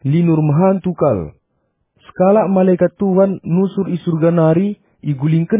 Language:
Batak Karo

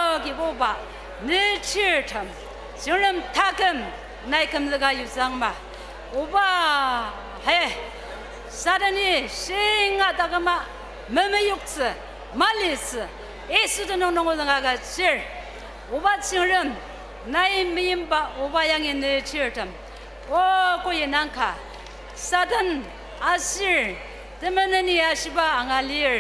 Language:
Ao Naga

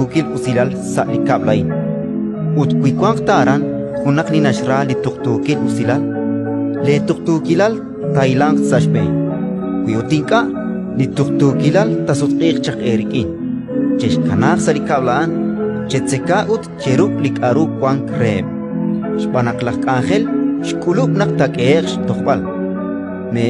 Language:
Kekchí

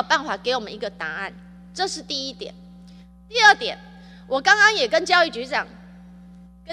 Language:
Chinese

